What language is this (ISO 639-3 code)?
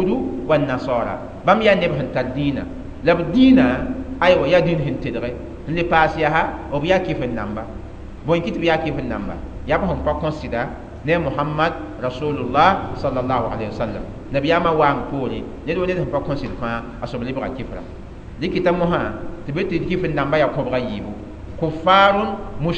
mos